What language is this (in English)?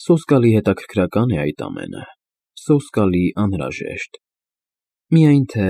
Armenian